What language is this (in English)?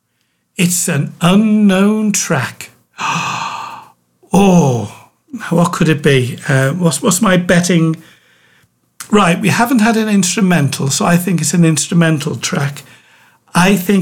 English